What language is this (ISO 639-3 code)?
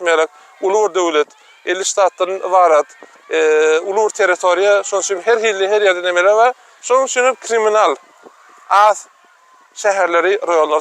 tuk